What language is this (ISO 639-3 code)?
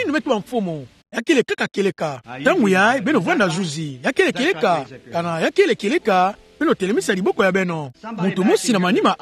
ktu